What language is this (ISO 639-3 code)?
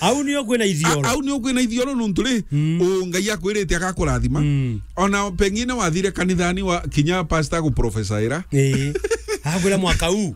mer